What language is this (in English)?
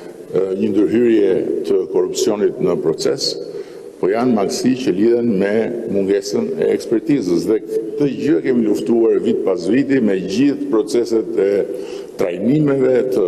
Albanian